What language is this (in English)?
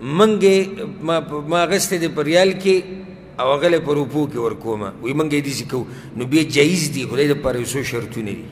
Pashto